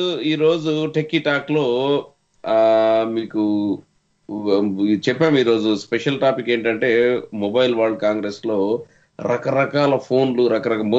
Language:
Telugu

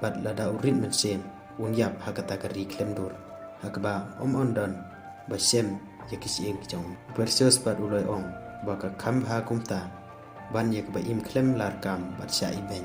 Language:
Khasi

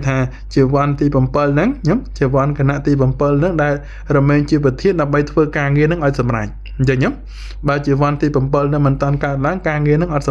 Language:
Khmer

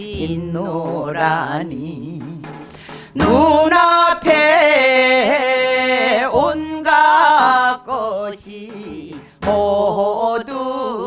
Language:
Korean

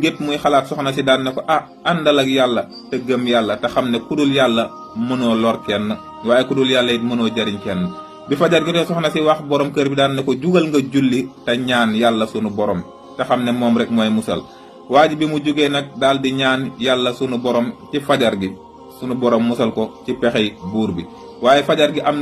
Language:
Wolof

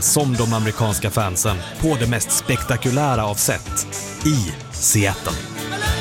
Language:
Swedish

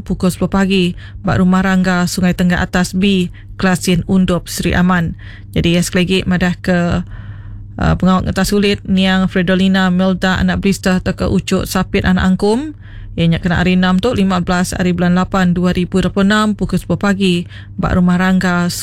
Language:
Iban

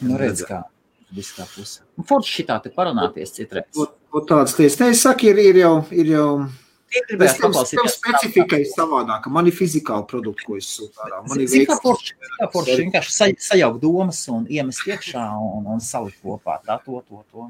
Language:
Latvian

